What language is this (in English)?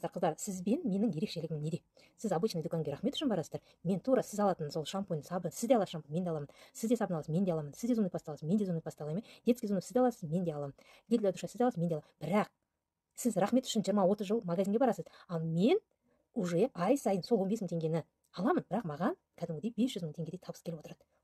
Kazakh